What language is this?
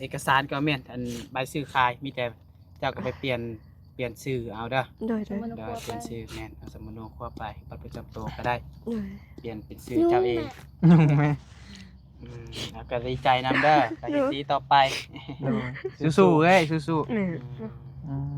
Northeastern Thai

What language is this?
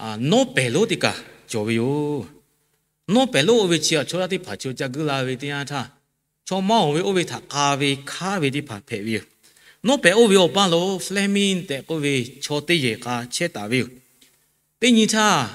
Lahu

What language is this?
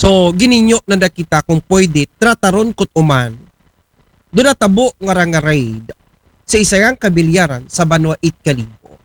Aklanon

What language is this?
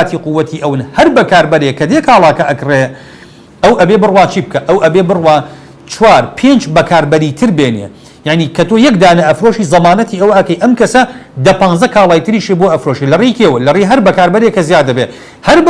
Central Kurdish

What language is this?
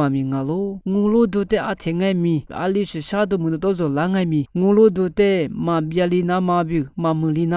Lisu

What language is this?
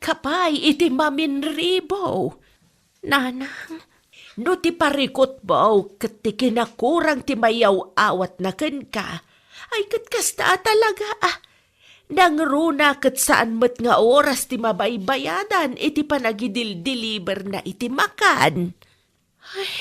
Iloko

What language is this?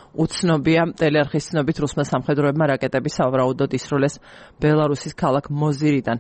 Georgian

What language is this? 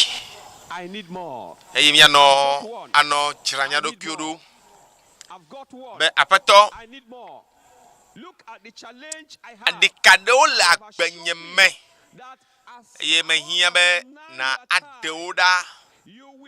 Ewe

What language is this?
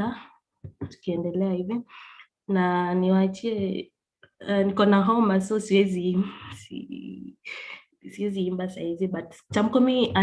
Kalenjin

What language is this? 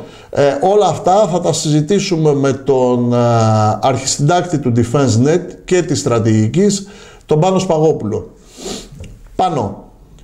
Greek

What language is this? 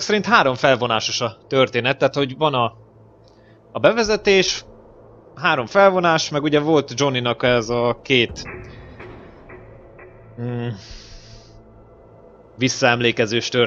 Hungarian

